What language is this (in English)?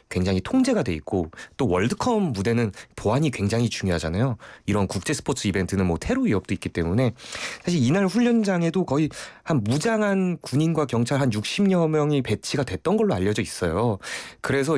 Korean